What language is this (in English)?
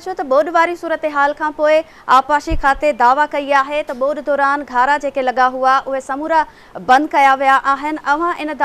Sindhi